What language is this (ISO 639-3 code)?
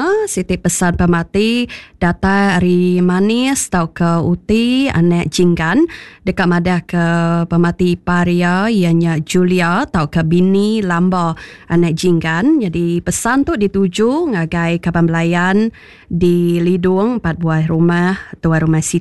iba